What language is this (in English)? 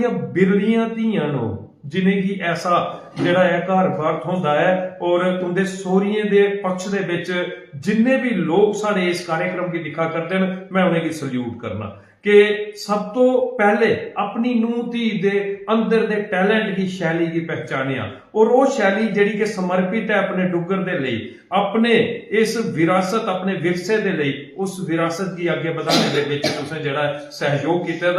Dogri